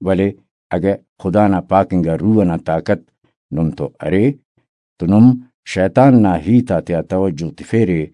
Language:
Brahui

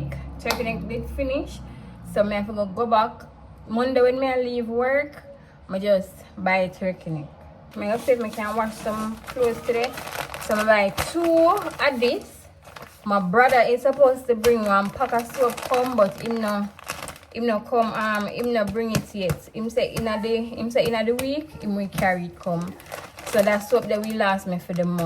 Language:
Jamaican Creole English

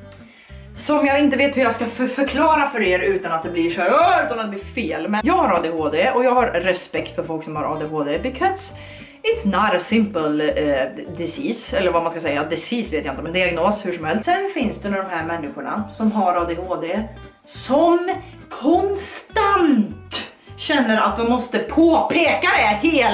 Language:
Swedish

